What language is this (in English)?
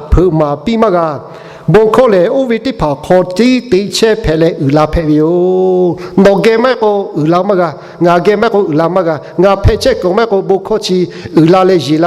Lahu